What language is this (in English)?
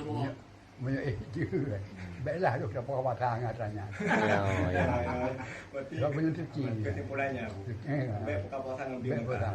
Achinese